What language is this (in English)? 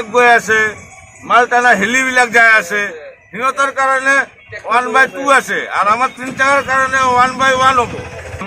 Assamese